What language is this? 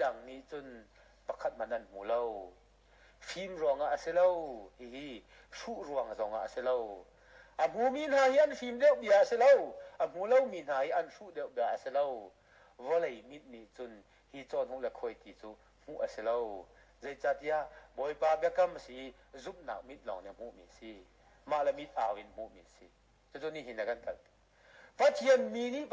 Hakha Chin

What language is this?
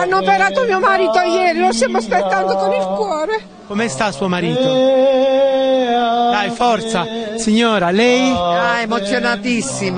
Italian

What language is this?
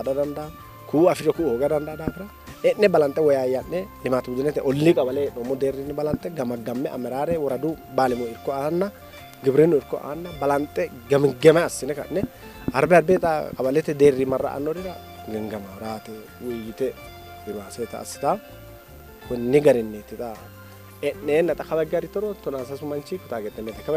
Sidamo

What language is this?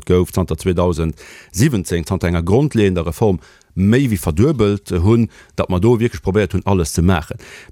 Luxembourgish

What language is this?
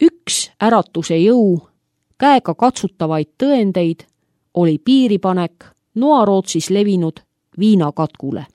Estonian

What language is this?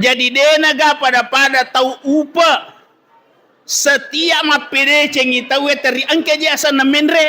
Buginese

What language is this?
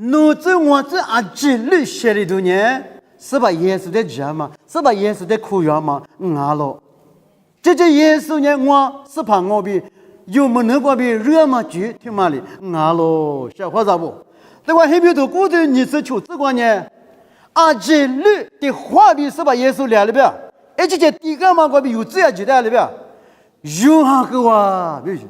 Lisu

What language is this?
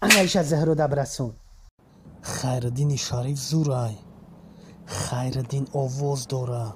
Tajik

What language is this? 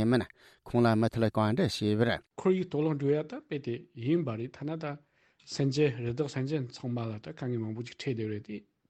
Tibetan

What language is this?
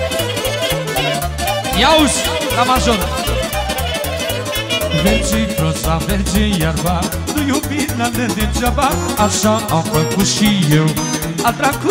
Romanian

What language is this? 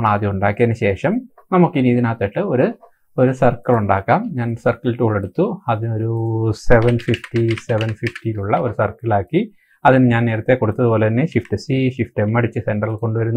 Malayalam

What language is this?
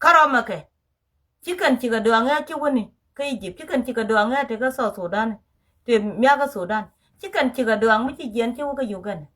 Nuer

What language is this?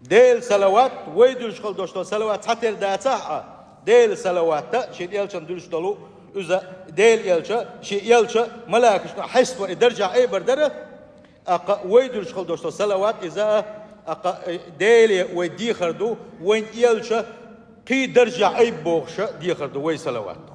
Chechen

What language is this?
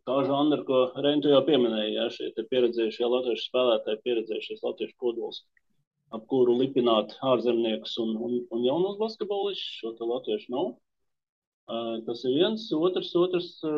Latvian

